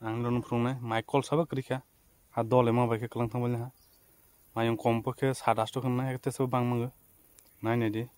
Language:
Kok Borok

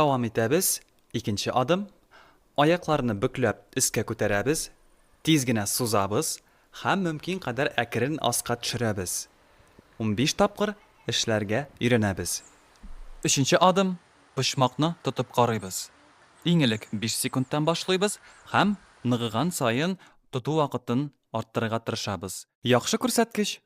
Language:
Tatar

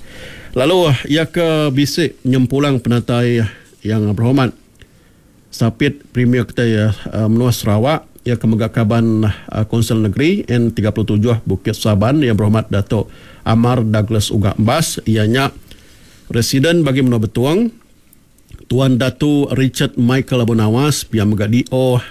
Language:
Iban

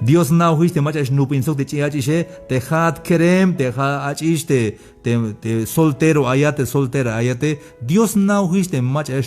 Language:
Tzeltal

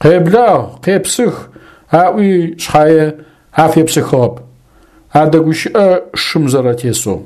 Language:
Adyghe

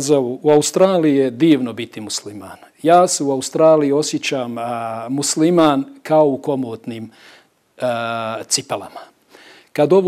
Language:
Bosnian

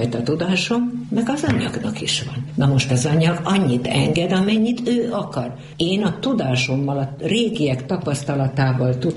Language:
Hungarian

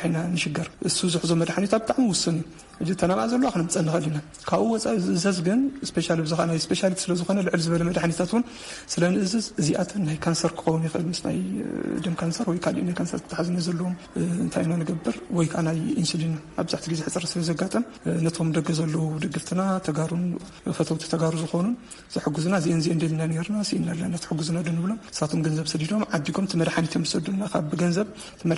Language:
Tigrinya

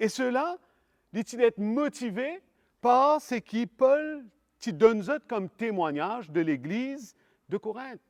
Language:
Morisyen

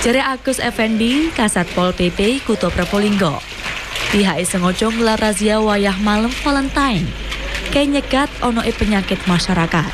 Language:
Javanese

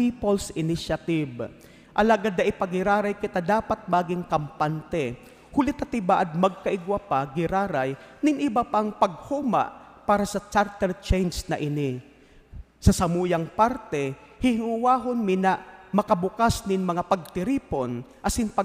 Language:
Bikol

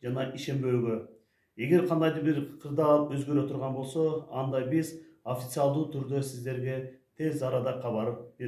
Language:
Kyrgyz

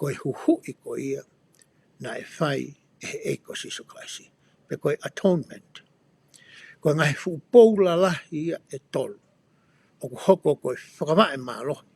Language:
Tongan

